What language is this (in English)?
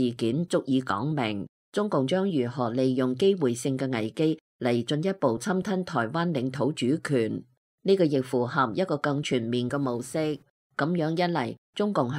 Cantonese